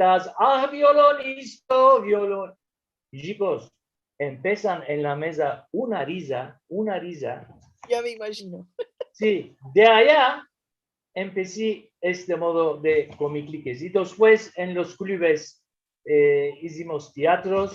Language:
Ladino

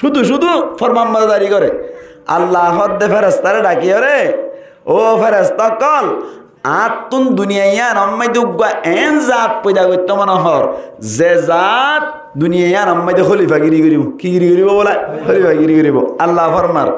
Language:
Rohingya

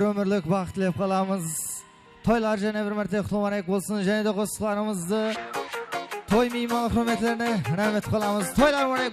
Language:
Kara-Kalpak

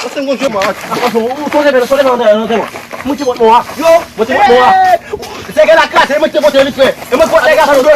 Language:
Haitian Creole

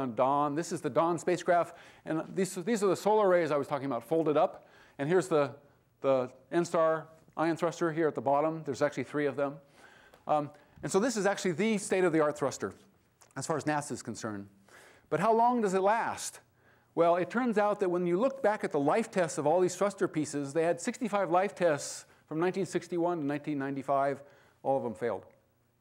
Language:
English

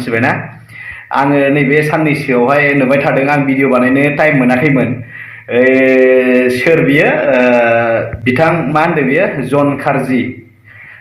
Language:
Bodo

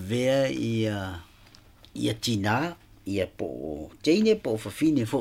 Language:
Samoan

